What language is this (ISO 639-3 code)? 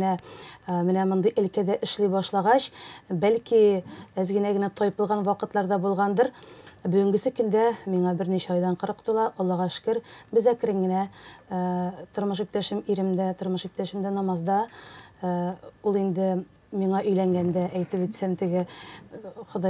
tat